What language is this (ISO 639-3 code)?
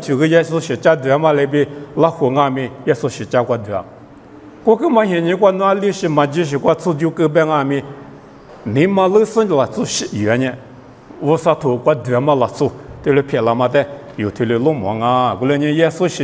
lis